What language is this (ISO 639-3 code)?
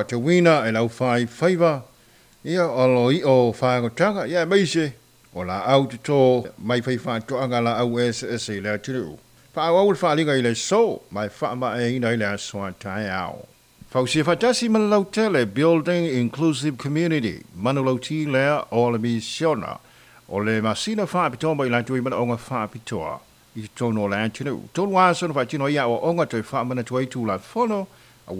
smo